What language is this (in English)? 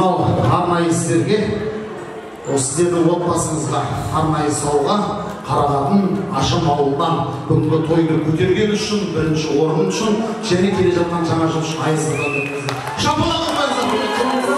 Kara-Kalpak